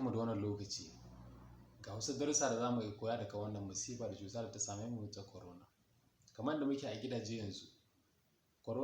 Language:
Hausa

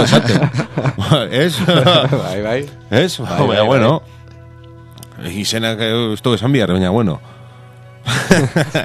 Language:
Basque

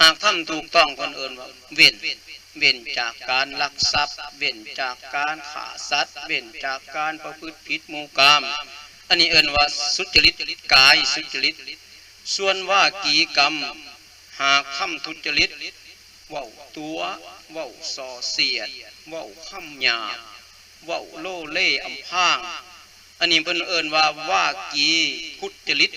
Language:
Lao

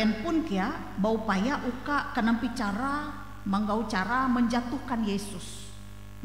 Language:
Ngaju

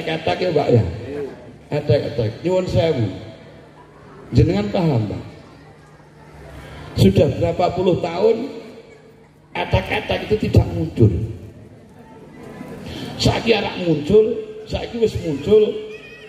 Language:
Javanese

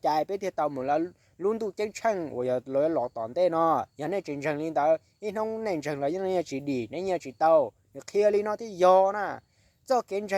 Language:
Hmong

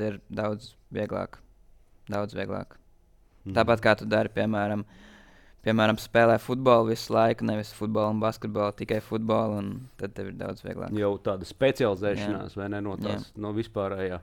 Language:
Latvian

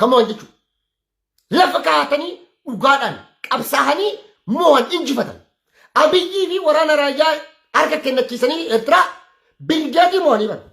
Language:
Oromo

